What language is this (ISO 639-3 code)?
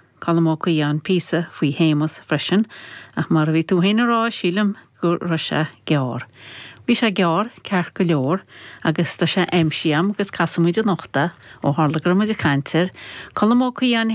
gle